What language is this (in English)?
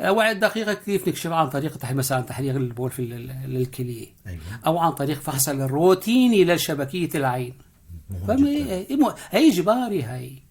North Levantine Arabic